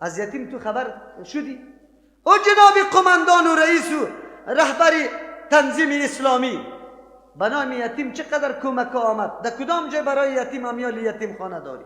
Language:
Persian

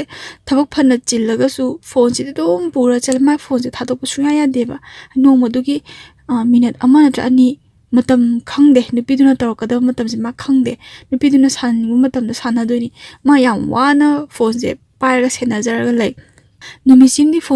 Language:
Manipuri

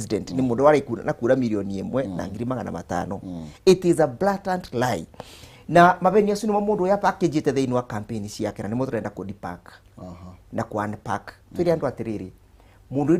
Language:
Kikuyu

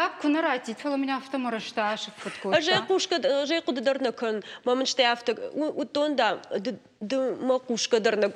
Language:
Ossetic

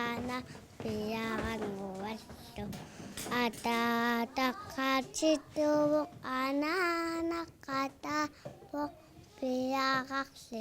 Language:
Kalaallisut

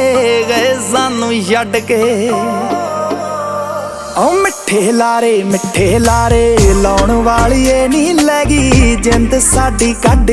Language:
Punjabi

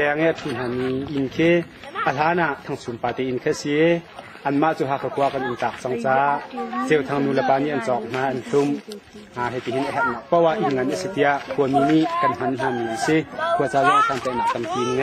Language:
Hakha Chin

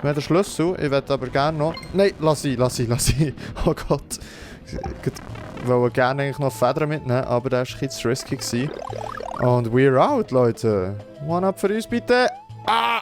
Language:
Swiss German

